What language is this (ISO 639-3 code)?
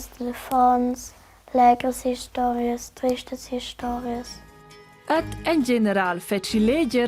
roh